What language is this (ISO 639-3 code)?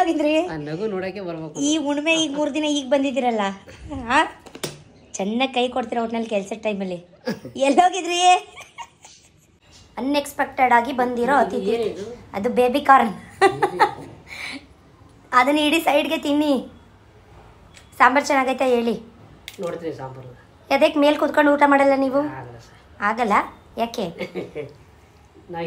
kan